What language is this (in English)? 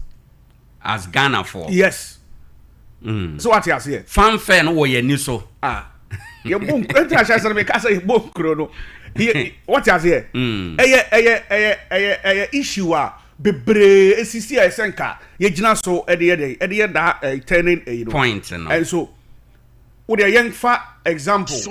Akan